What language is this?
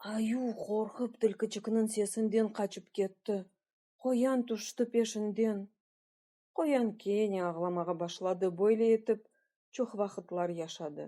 Crimean Tatar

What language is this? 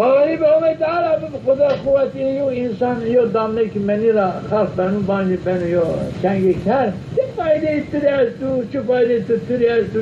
Zaza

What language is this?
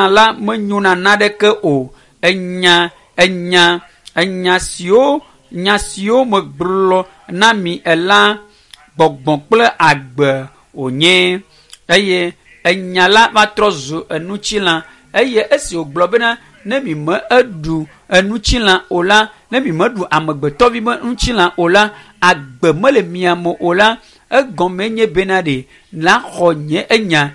Ewe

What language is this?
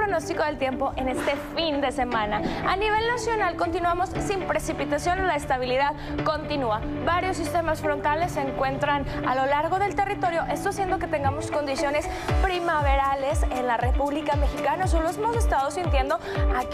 Spanish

